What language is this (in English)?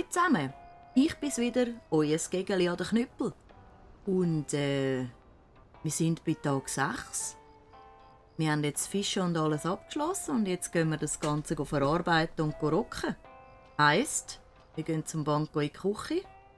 Swiss German